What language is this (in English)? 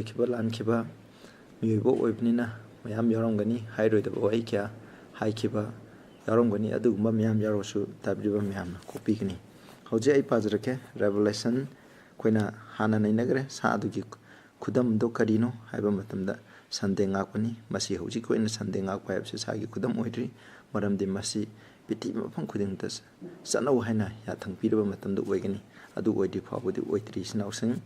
Manipuri